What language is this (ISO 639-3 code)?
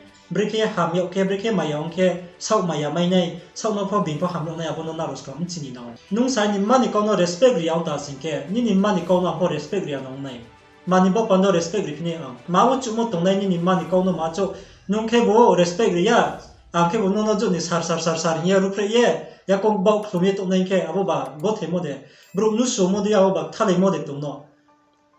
ria